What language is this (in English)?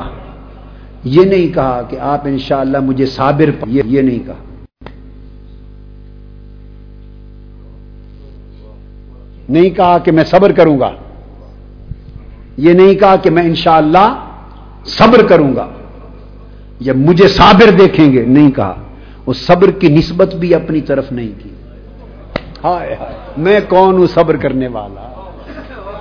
Urdu